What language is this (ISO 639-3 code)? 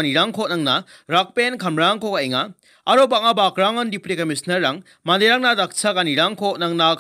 grt